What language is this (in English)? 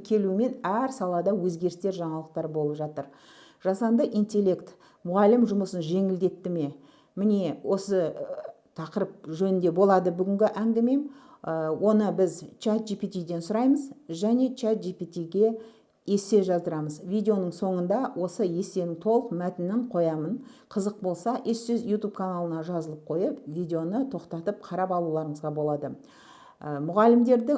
Kazakh